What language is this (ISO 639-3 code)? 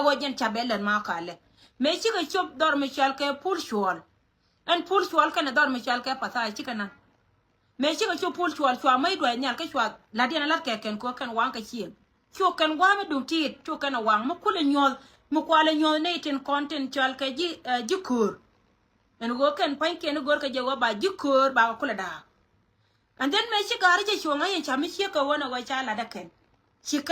nus